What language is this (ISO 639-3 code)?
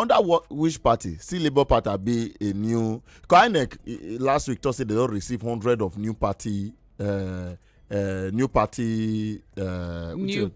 pcm